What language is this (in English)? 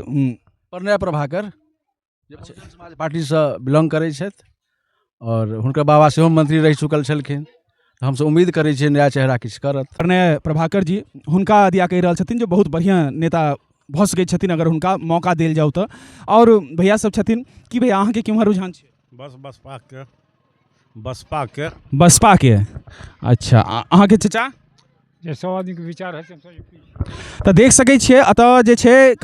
Maithili